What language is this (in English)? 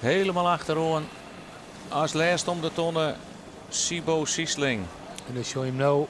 Western Frisian